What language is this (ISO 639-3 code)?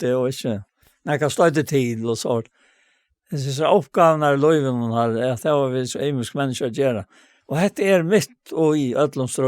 fao